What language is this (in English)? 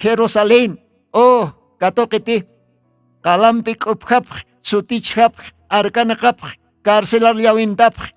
Aymara